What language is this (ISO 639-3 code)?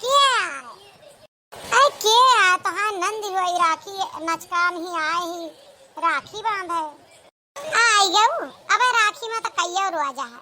awa